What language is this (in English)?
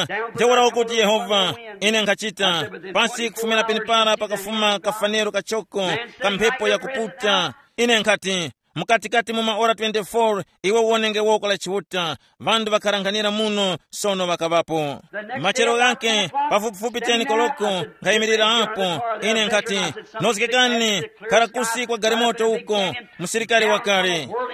Tumbuka